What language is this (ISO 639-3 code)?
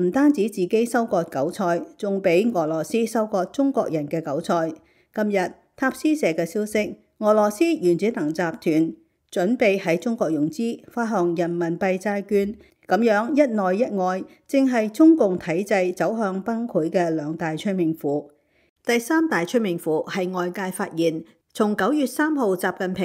yue